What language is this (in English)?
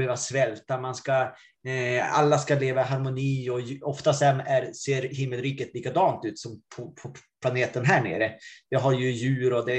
Swedish